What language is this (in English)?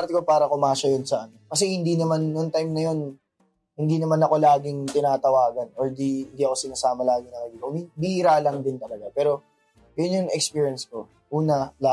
Filipino